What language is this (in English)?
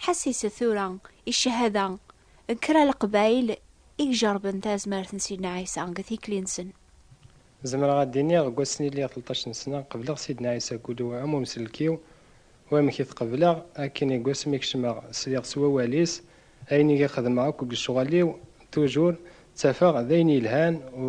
Kabyle